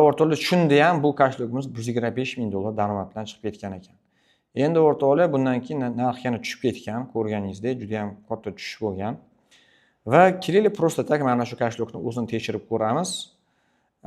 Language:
Uzbek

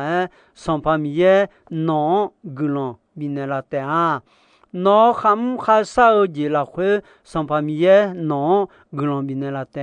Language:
Akha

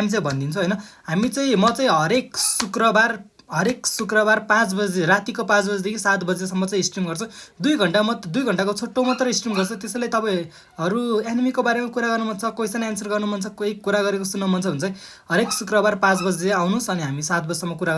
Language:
Nepali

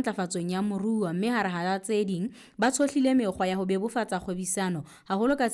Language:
Southern Sotho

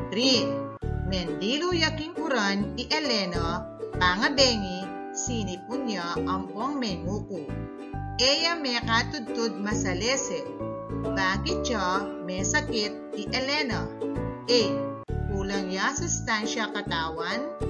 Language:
Pampanga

